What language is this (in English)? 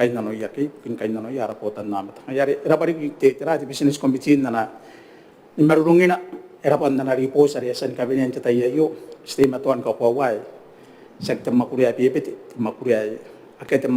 Gilbertese